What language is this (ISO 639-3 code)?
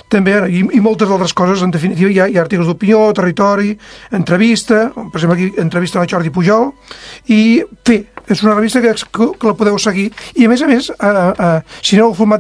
cat